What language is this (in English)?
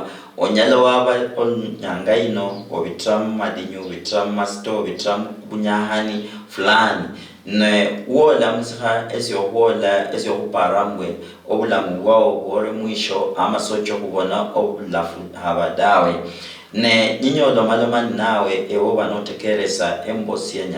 Luyia